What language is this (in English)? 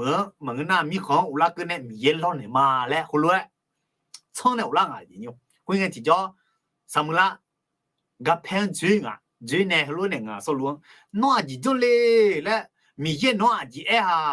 Akha